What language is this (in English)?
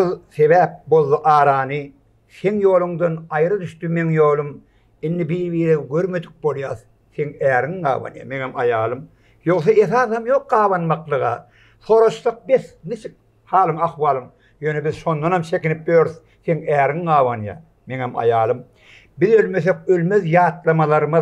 Turkmen